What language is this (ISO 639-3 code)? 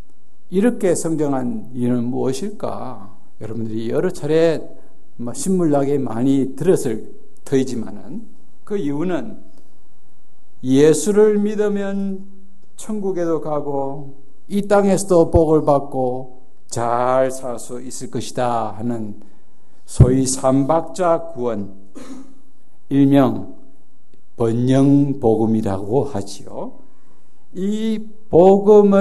kor